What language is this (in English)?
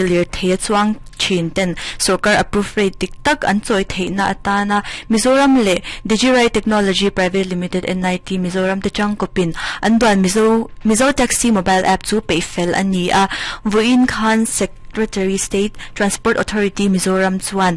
Mizo